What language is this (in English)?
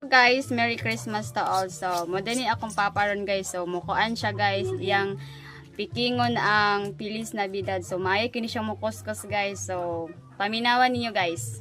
Cebuano